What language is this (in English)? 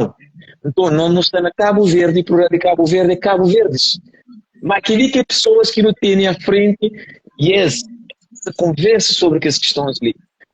Kabuverdianu